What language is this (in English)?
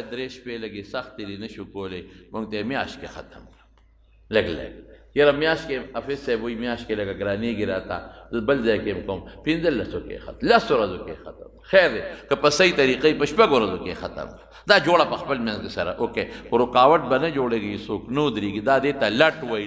Pashto